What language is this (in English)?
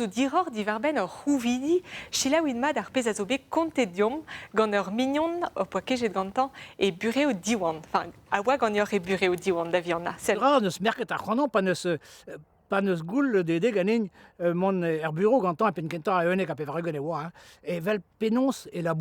Breton